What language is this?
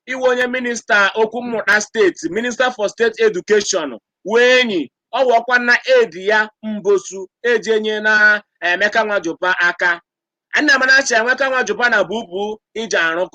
Igbo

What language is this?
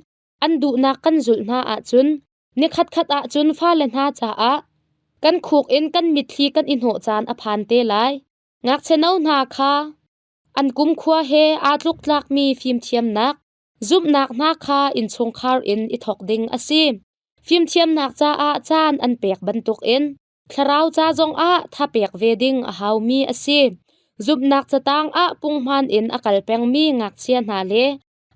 Hakha Chin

